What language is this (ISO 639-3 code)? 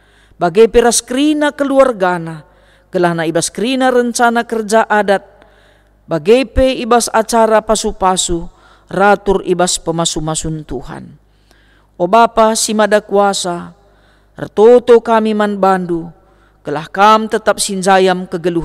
btx